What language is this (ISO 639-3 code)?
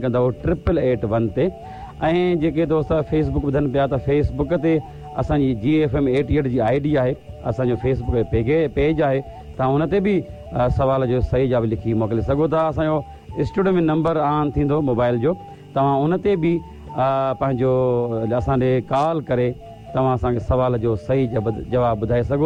snd